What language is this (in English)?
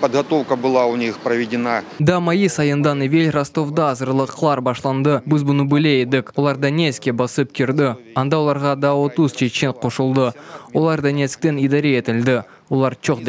Crimean Tatar